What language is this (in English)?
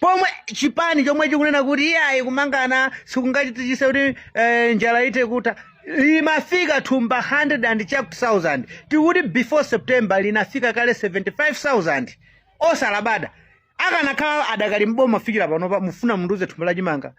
Nyanja